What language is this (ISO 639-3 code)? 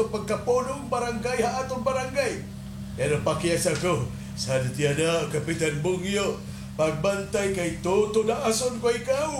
war